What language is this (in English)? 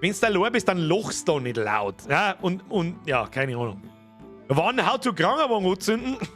Bavarian